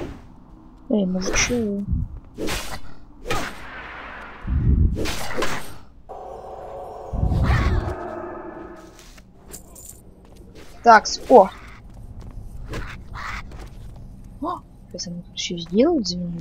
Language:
Russian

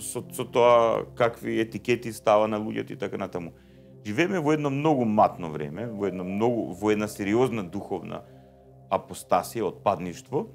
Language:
Macedonian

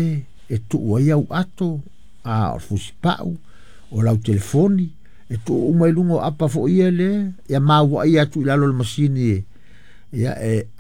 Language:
Samoan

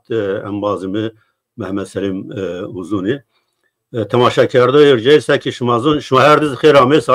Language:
Zaza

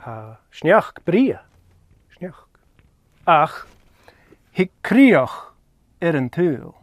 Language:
Scottish Gaelic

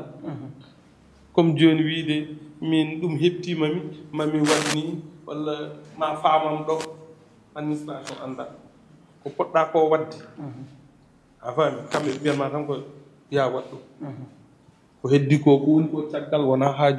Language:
Fula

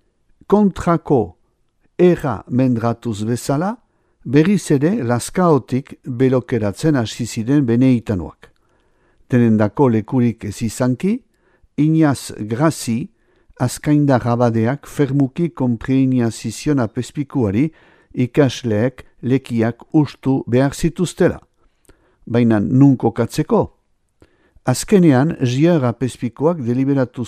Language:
Basque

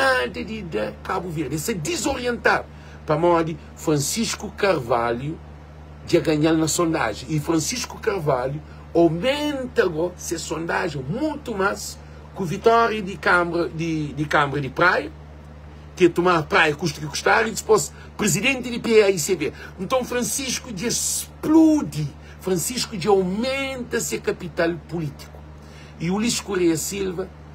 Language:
Kabuverdianu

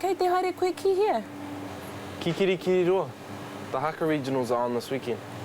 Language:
Māori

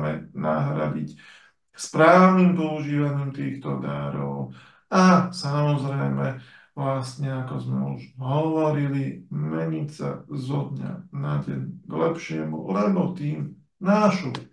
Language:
Slovak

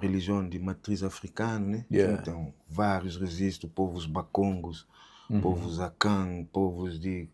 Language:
Kabuverdianu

